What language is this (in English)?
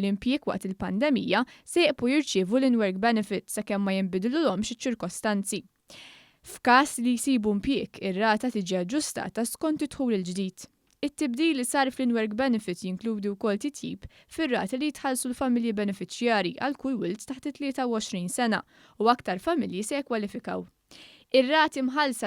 Maltese